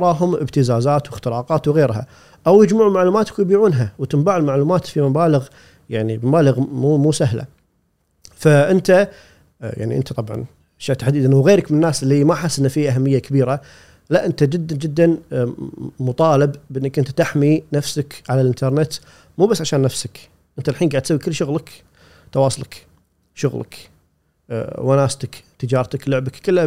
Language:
Gulf Arabic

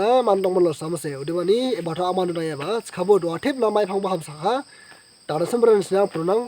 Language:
Dimasa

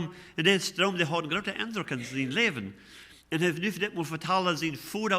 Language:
Plautdietsch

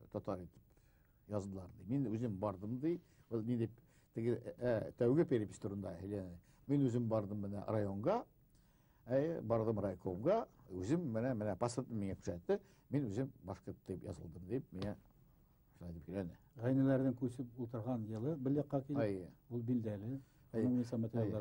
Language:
Bashkir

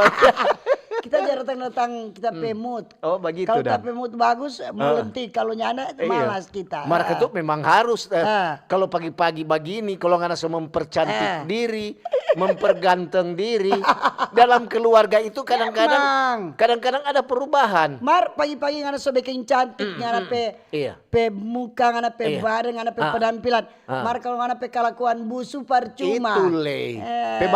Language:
Manado Malay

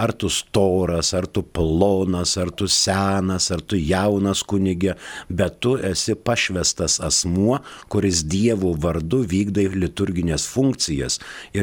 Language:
Lithuanian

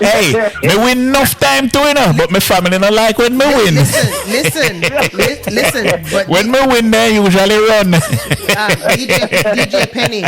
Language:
Jamaican Creole English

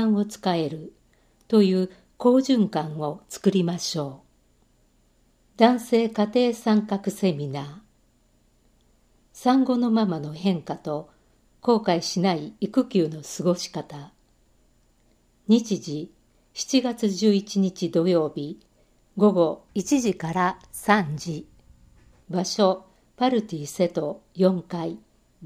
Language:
Japanese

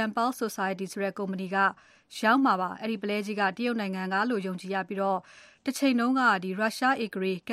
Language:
Burmese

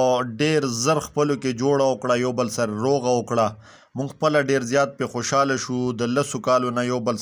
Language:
Pashto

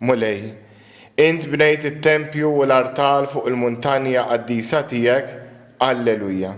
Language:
Maltese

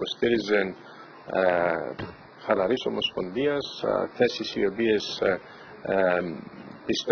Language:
Greek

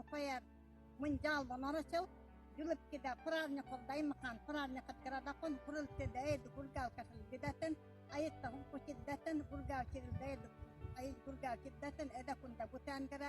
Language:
Yakut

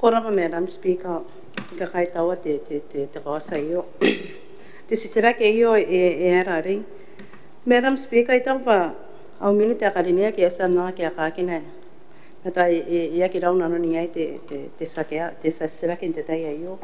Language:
Gilbertese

